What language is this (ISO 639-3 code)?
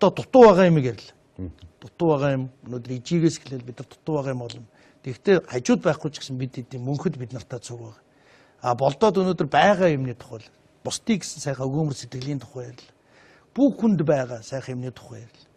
mon